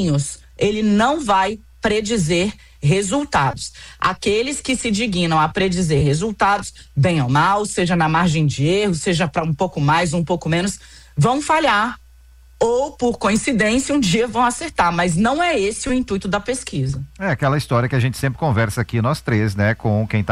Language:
Portuguese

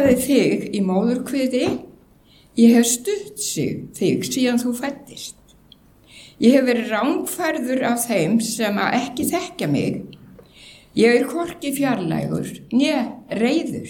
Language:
Icelandic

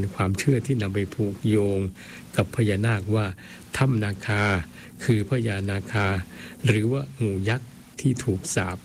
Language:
Thai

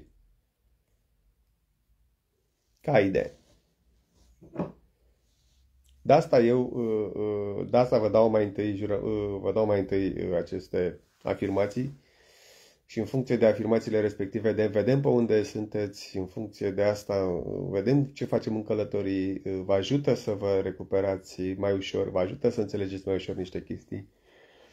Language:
Romanian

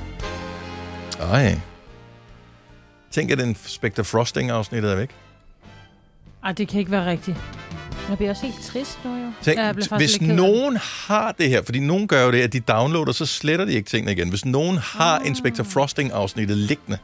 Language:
Danish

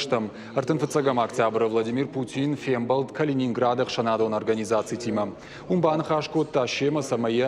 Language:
Ossetic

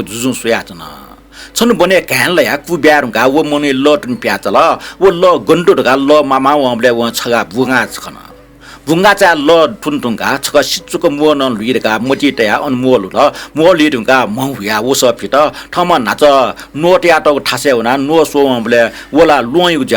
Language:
Newari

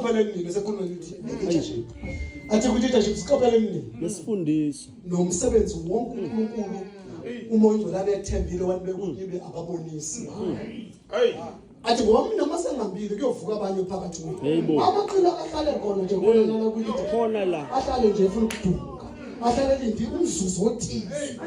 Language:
Zulu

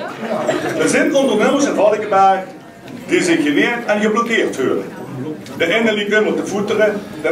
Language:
Limburgish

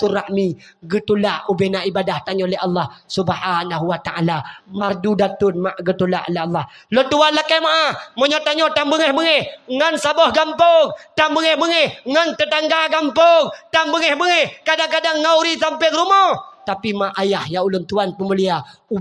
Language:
Achinese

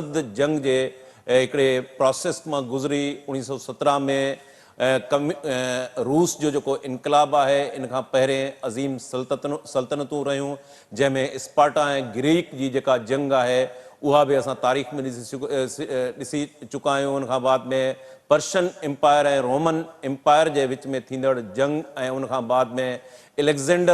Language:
Sindhi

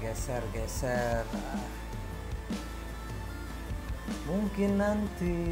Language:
Indonesian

